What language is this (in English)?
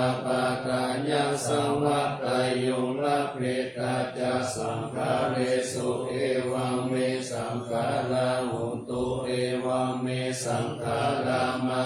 Pali